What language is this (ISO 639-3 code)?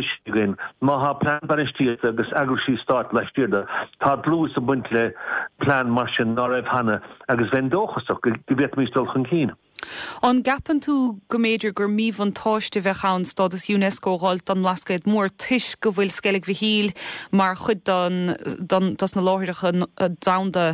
gle